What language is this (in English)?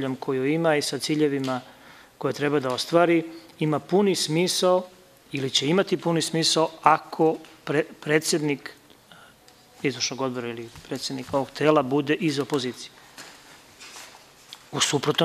Serbian